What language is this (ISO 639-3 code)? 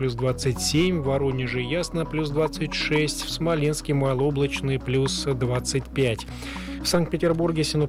rus